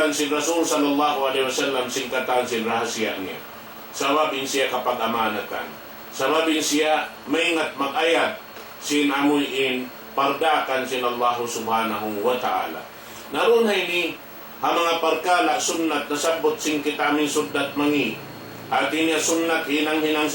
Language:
Tausug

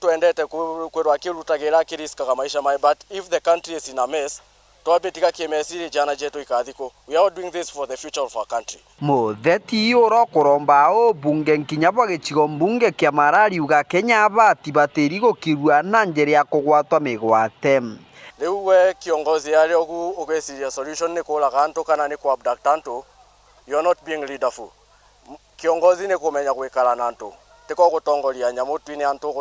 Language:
Meru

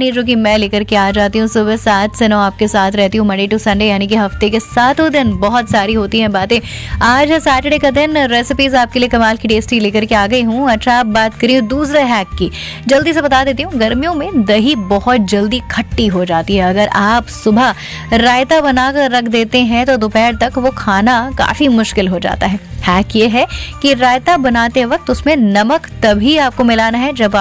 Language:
Hindi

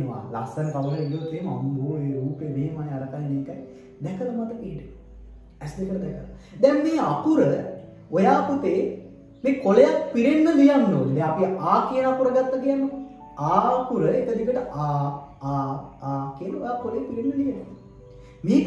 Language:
Sinhala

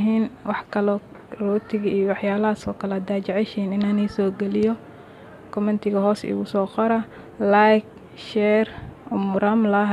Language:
Somali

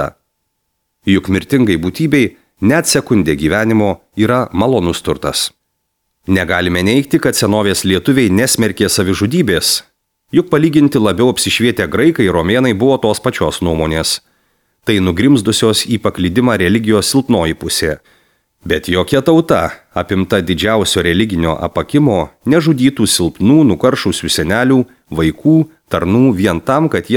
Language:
Lithuanian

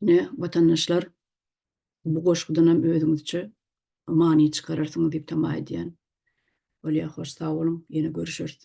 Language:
Turkmen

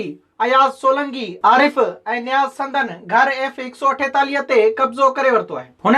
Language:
Sindhi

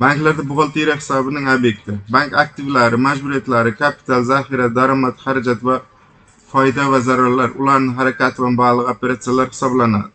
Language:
Uzbek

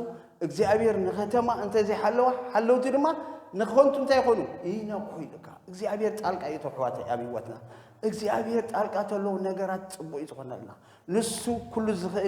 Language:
Tigrinya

